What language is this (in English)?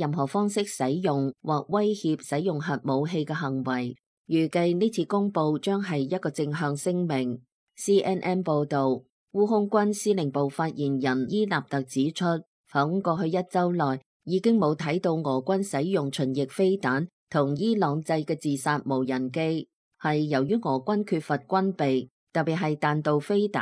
Cantonese